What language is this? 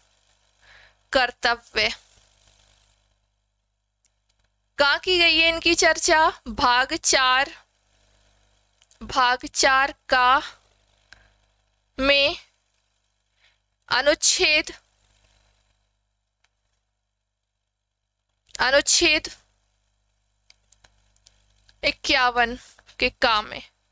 Hindi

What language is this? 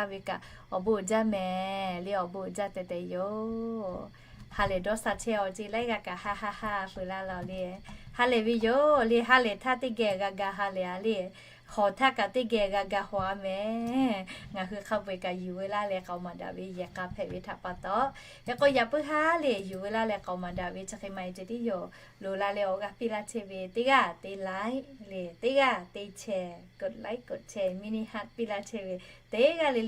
Lahu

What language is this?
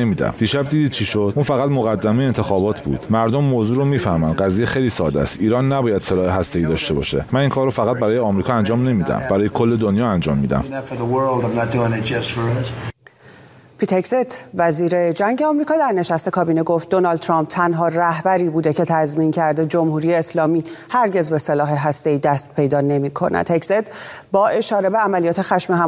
Persian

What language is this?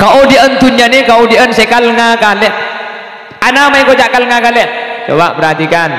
Madurese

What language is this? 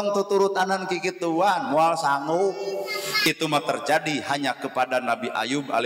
Sundanese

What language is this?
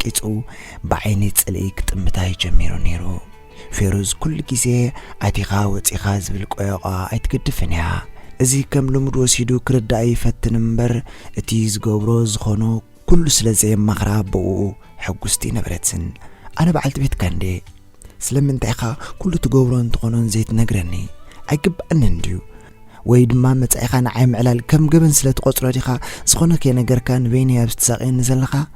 Tigrinya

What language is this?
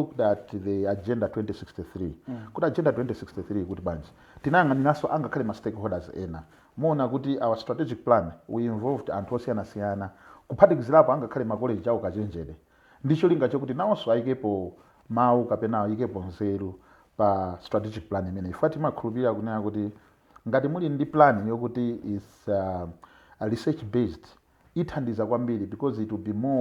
Nyanja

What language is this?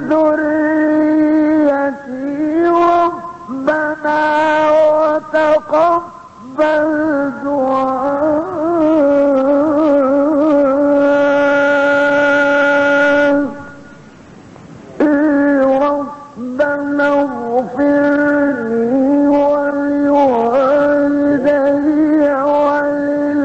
Arabic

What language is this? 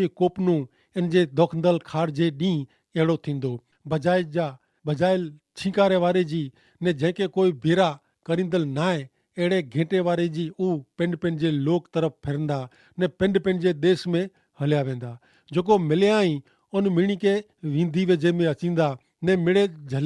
Kachhi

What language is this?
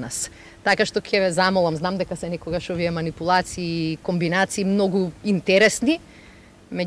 Macedonian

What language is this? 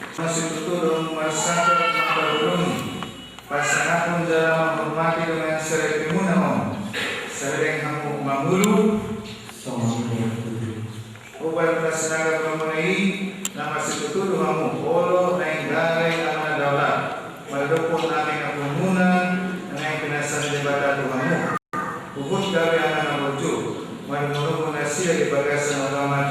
Batak Toba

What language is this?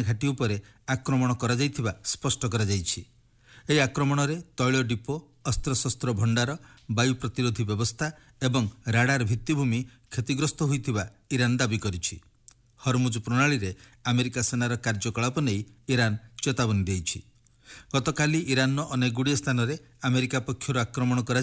Odia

